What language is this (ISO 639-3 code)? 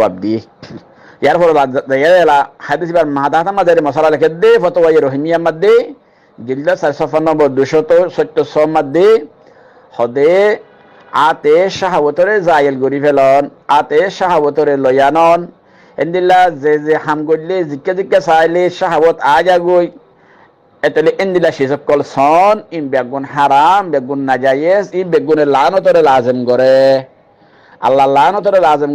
rhg